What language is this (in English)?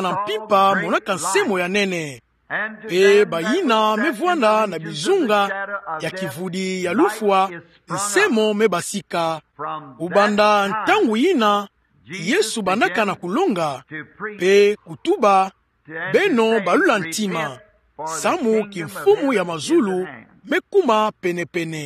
Kituba (Democratic Republic of Congo)